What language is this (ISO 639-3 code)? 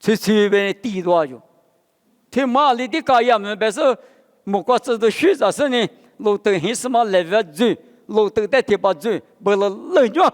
lis